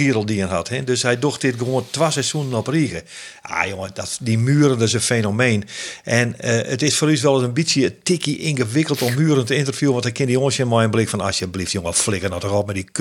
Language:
Western Frisian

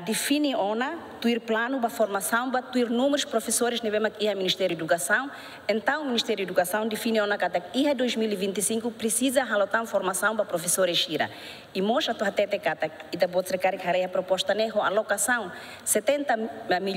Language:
Tetum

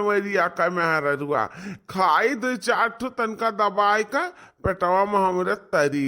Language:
Awadhi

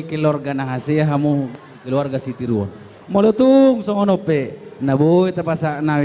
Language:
Batak Toba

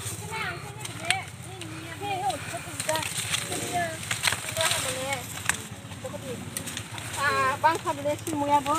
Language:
Kok Borok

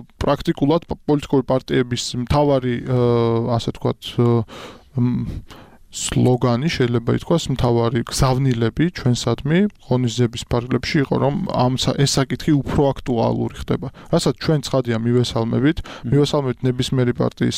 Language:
Georgian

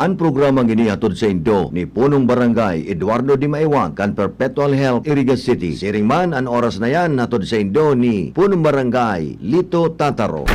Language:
Bikol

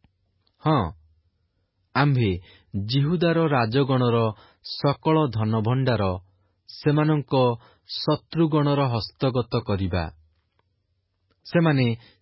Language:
Odia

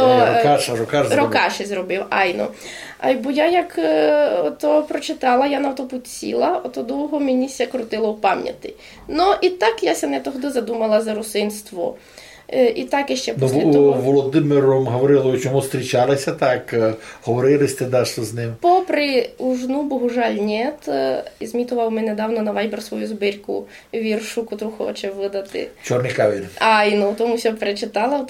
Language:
Rusyn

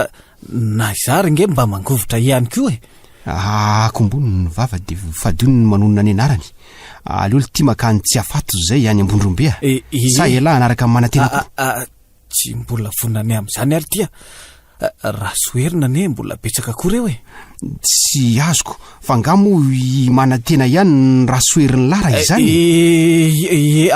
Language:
Malagasy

